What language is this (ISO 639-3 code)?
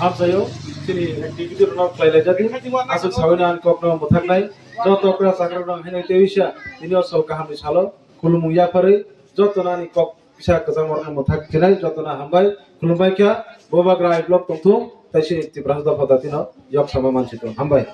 trp